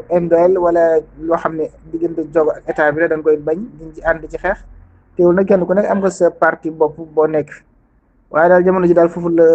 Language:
Wolof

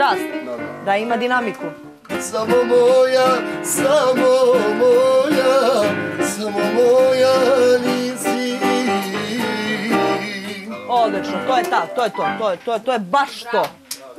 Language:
Serbian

